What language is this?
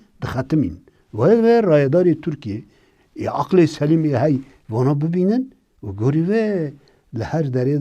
Kurdish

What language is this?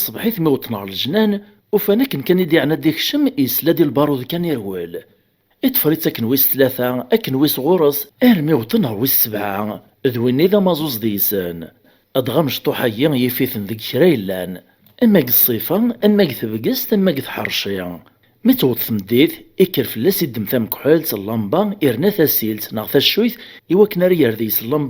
Kabyle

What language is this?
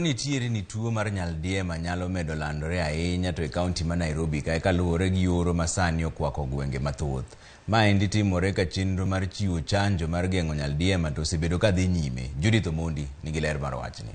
Luo (Kenya and Tanzania)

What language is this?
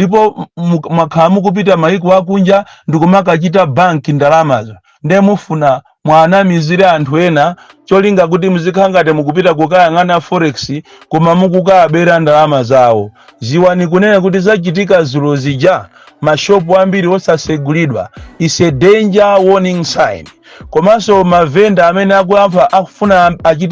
Nyanja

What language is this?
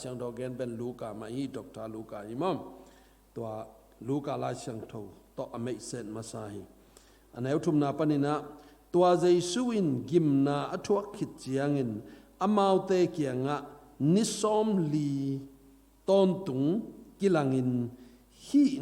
Tedim Chin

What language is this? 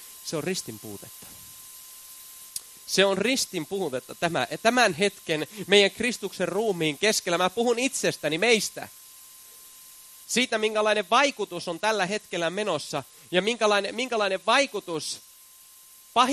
Finnish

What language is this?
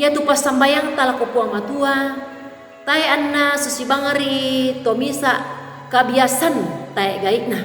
Toraja-Sa'dan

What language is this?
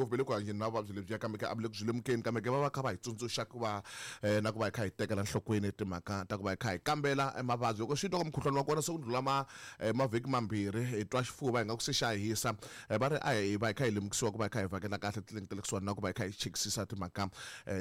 Tsonga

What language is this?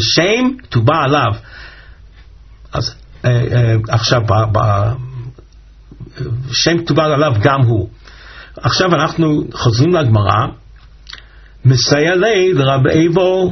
Hebrew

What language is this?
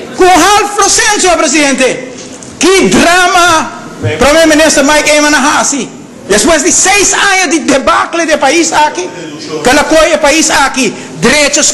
Papiamento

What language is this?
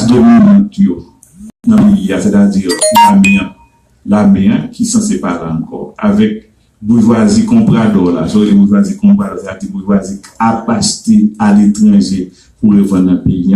Haitian Creole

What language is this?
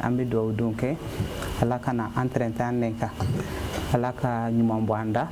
Bambara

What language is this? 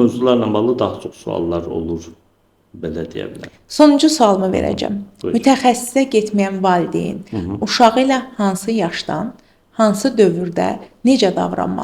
Azerbaijani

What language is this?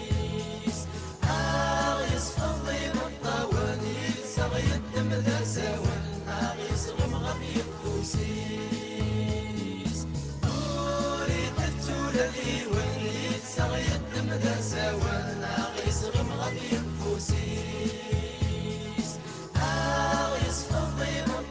Kabyle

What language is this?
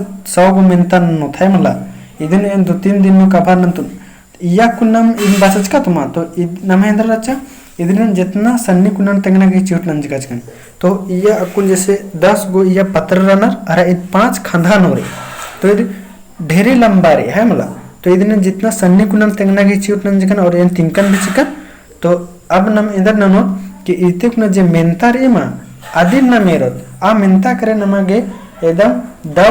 Kurukh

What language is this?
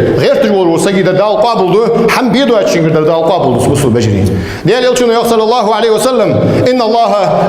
Ingush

